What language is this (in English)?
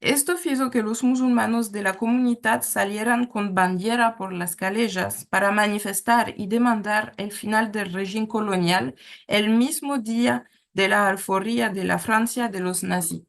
Ladino